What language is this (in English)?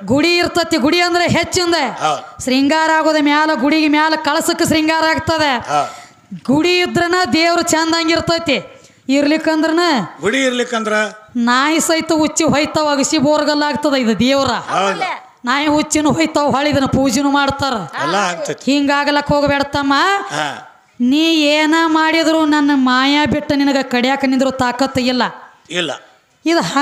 Kannada